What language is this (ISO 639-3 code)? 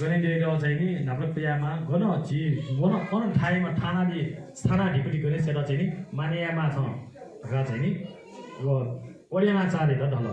new